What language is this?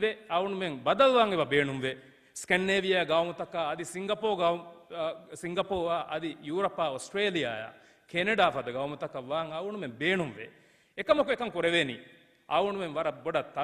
Divehi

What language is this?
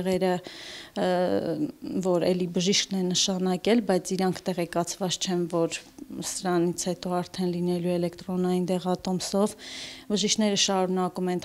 Armenian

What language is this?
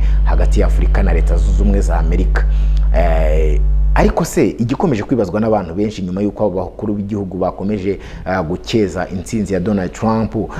Kinyarwanda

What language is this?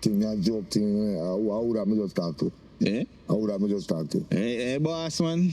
Jamaican Creole English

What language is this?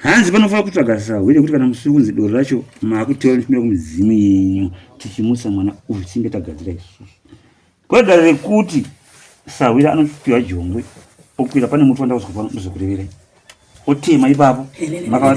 Shona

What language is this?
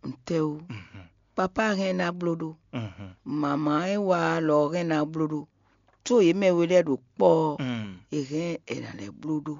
Fon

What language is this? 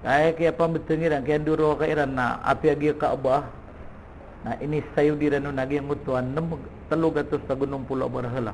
Maranao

